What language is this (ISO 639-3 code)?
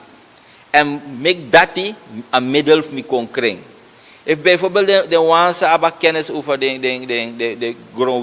srn